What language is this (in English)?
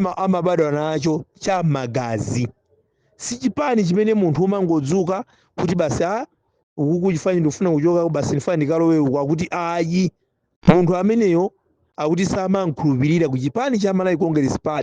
Nyanja